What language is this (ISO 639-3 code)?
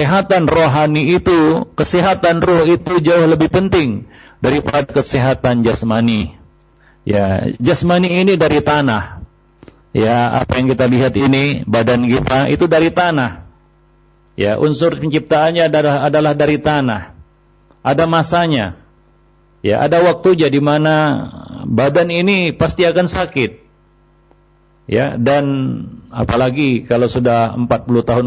ind